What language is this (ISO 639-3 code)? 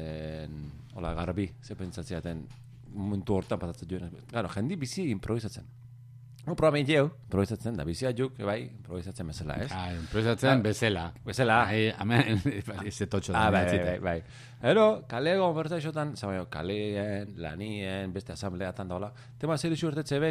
eus